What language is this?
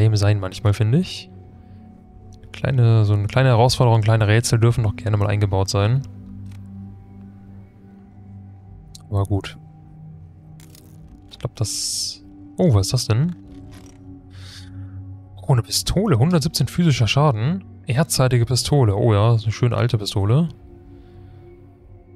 German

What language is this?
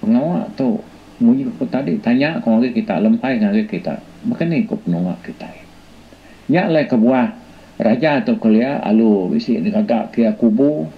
Iban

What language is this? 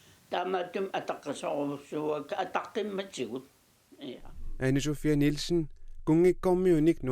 Kalaallisut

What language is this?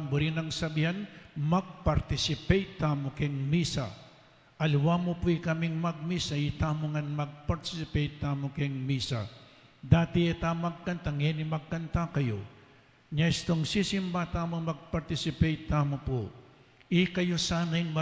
Pampanga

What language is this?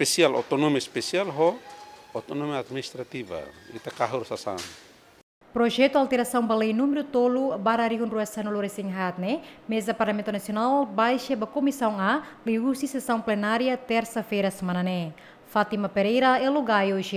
Tetum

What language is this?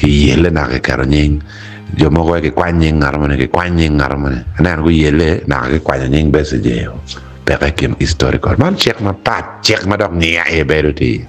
Acoli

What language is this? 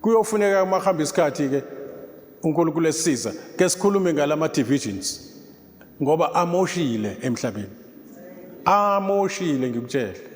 Zulu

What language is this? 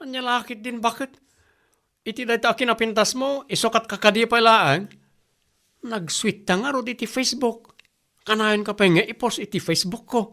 Iloko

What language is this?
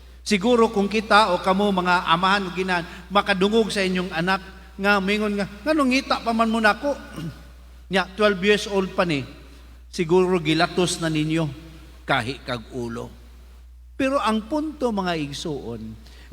Cebuano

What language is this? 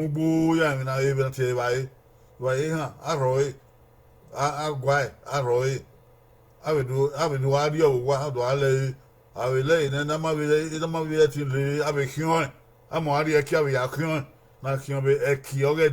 Bini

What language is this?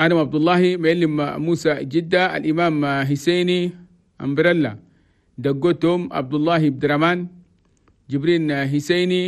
Chadian Arabic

